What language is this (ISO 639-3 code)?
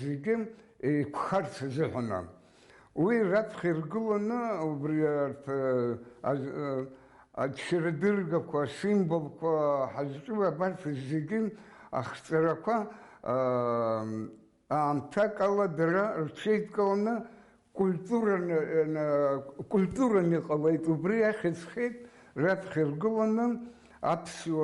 abk